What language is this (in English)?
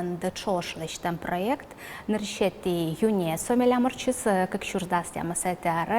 Udmurt